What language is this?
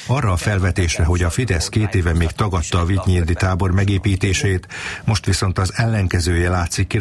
Hungarian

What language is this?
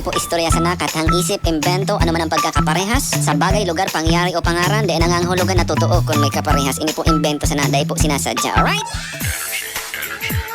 Bikol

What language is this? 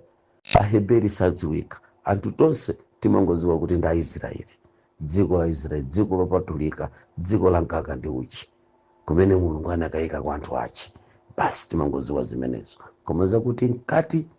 Nyanja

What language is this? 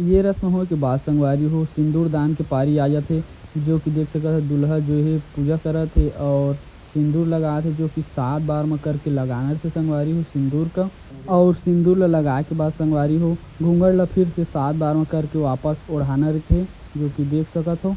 Chhattisgarhi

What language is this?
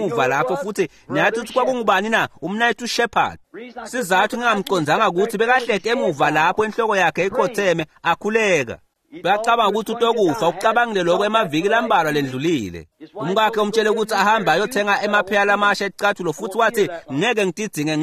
Swati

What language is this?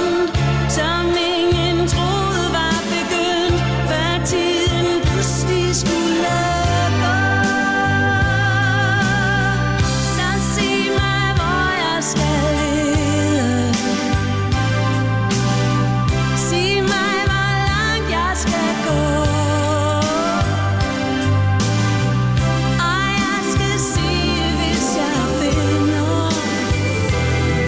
Danish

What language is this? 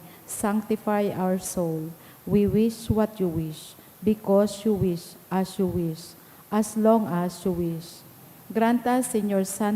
Bikol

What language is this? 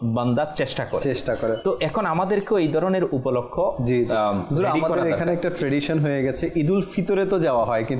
Bangla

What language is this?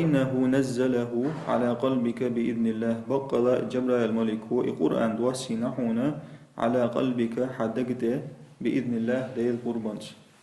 Chechen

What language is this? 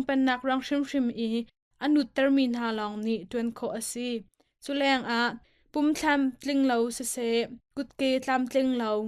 Hakha Chin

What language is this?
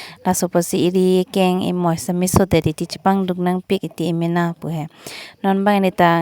Karbi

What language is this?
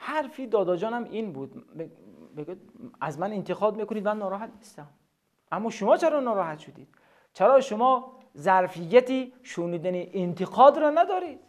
Tajik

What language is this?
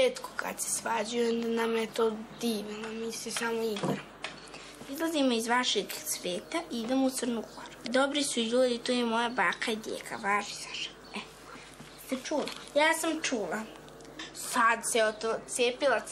Serbian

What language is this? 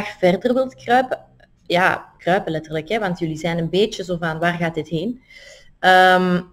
Dutch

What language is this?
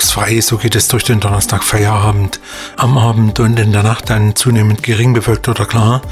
German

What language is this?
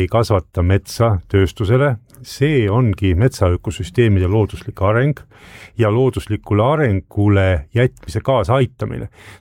Estonian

